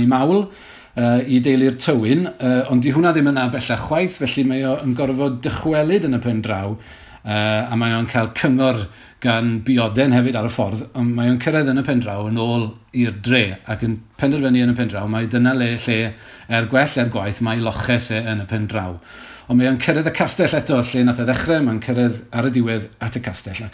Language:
Welsh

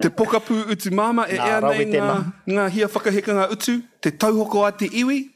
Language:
Māori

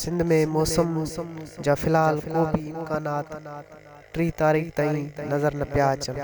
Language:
Sindhi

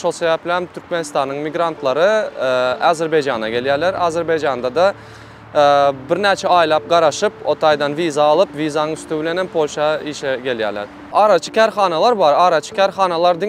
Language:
Turkmen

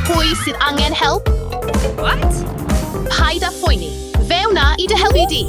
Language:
Welsh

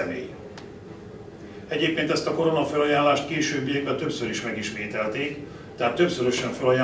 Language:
Hungarian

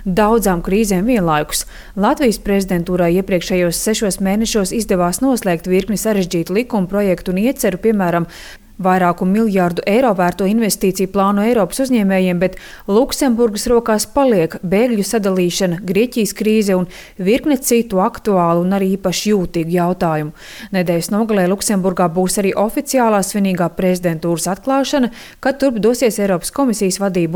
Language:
Latvian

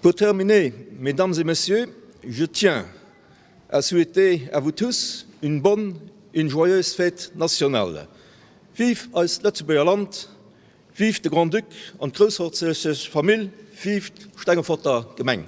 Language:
Luxembourgish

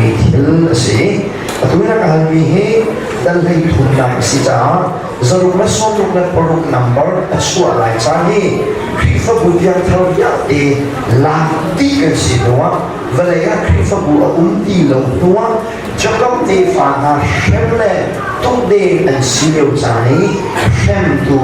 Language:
Hakha Chin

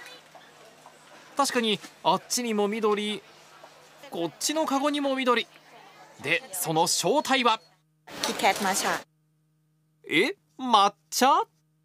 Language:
Japanese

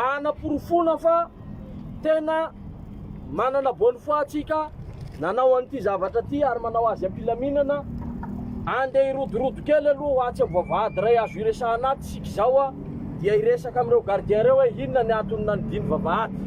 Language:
Malagasy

